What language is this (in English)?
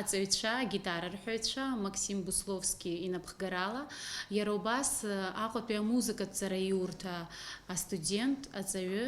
Abkhazian